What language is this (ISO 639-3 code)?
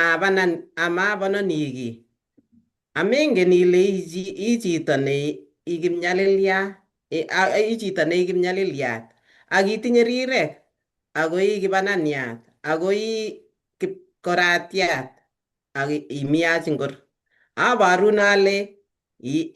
kln